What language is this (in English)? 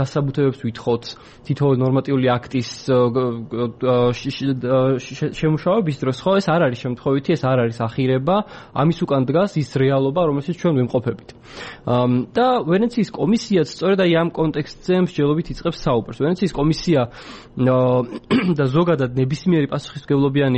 Georgian